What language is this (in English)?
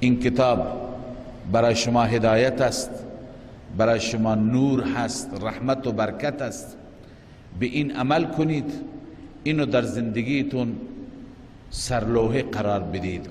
Persian